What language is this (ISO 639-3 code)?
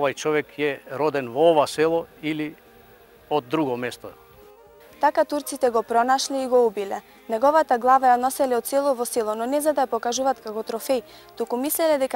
mkd